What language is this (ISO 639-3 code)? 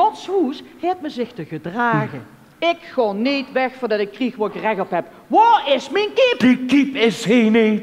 lim